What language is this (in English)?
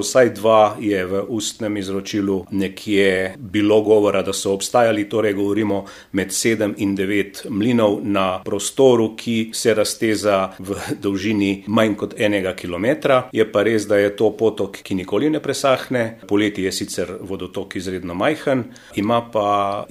Slovenian